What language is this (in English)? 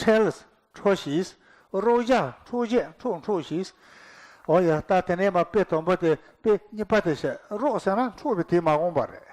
Tibetan